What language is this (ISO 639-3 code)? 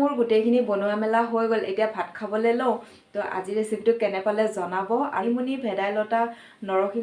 asm